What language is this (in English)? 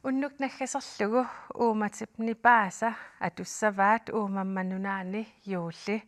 Kalaallisut